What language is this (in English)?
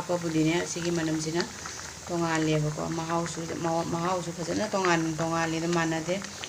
Manipuri